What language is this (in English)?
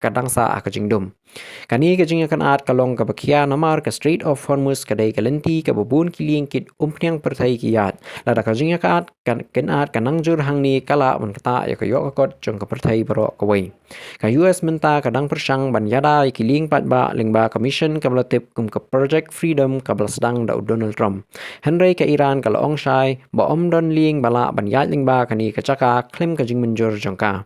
Khasi